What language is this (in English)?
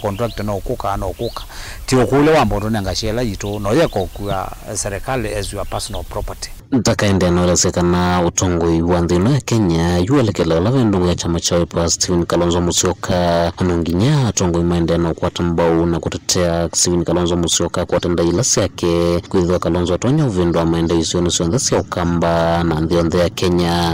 Kamba